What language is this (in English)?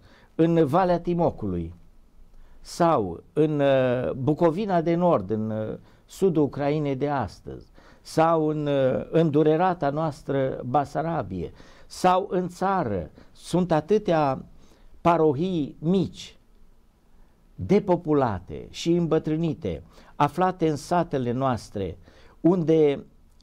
Romanian